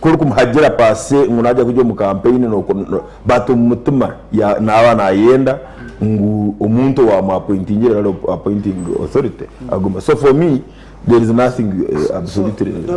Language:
Nyankole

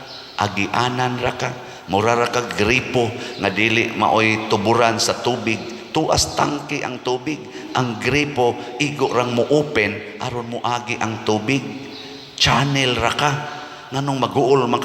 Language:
Cebuano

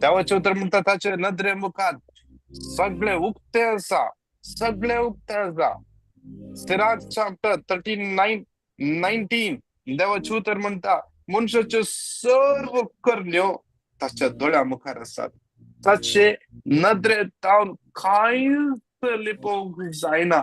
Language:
Konkani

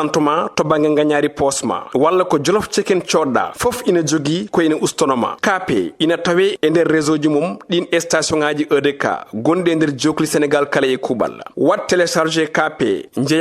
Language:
Fula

